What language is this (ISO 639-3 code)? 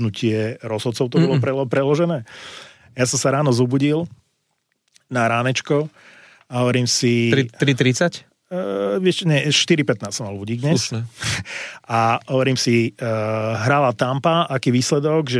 slk